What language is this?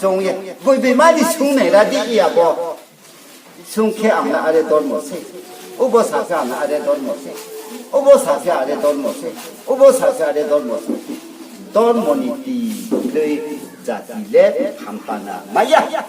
Riang (India)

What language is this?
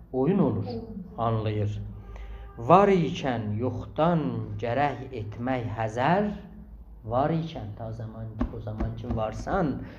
South Azerbaijani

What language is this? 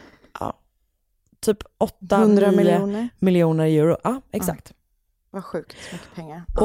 Swedish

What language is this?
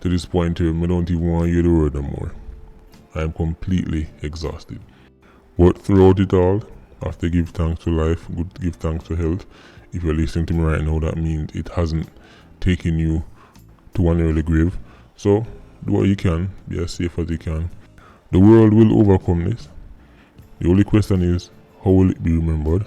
Jamaican Creole English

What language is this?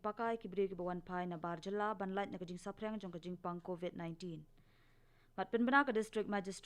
Khasi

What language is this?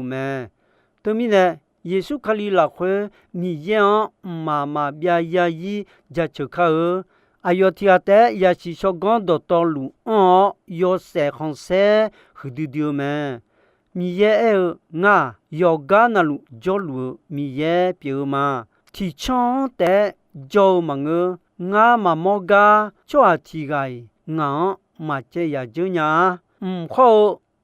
Akha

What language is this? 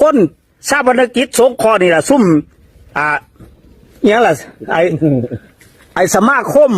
Lao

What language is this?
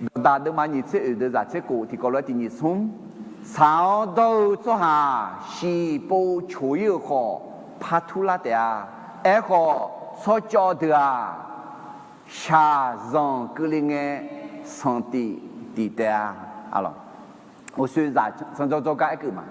Akha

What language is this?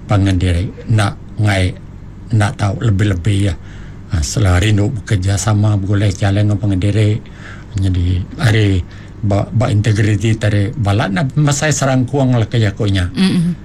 Iban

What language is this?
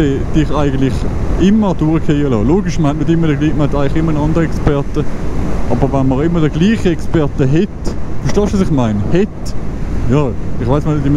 Swiss German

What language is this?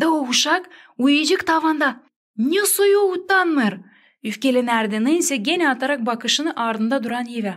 Gagauz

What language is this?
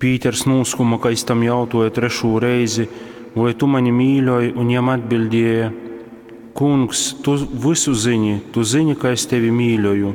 Latgalian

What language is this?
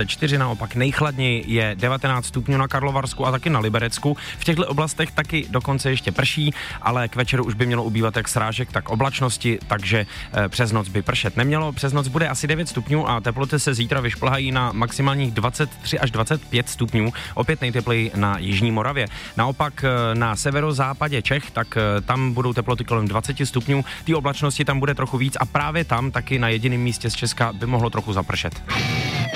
Czech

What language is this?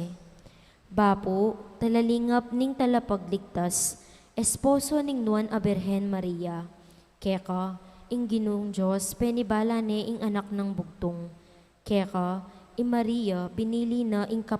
Pampanga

